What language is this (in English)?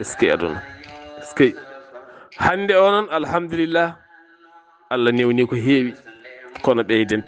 Fula